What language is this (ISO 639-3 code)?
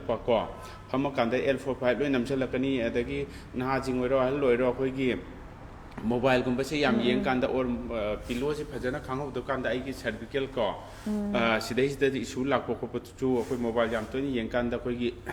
mni